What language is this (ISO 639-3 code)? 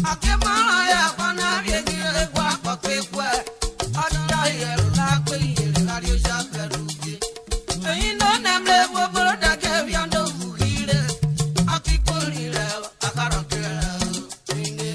urh